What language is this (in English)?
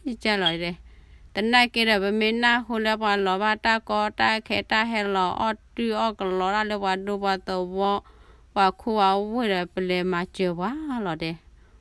S'gaw Karen